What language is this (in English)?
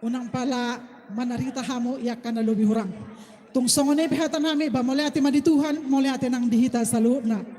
Batak Toba